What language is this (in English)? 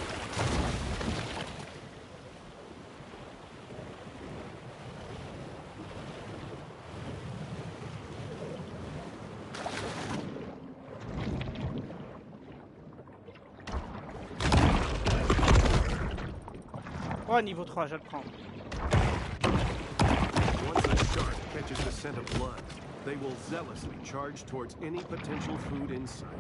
French